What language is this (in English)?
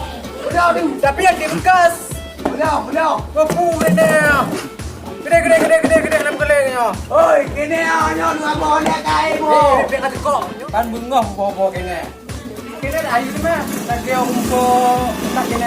Achinese